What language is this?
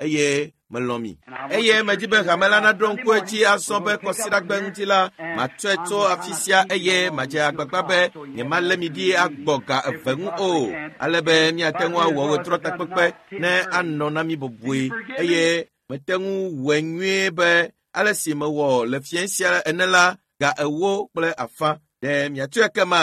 Ewe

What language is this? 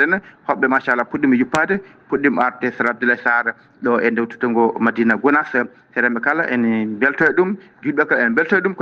Fula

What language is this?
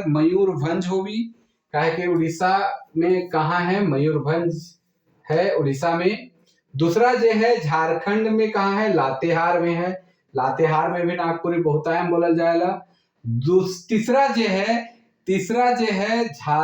Sadri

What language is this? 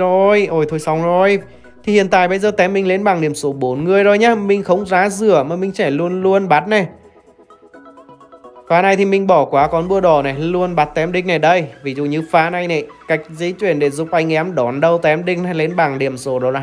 Vietnamese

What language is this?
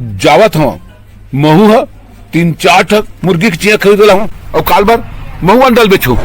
Chhattisgarhi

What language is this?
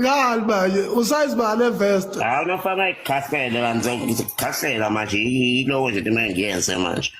Zulu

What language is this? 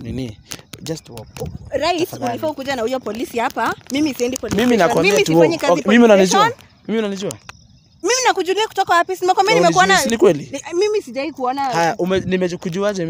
Swahili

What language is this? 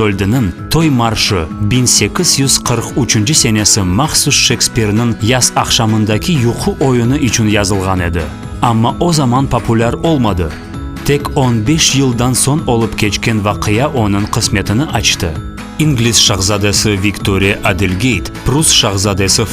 Crimean Tatar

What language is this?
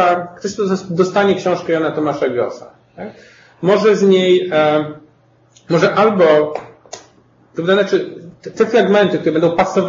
Polish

